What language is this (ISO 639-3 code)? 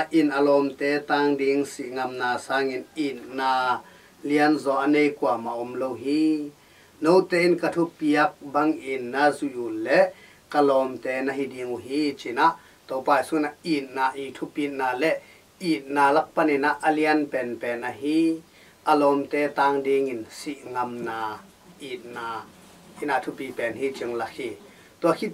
ctd